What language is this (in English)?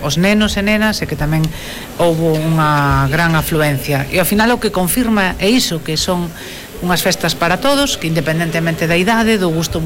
Galician